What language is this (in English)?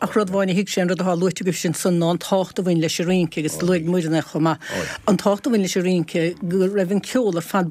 Irish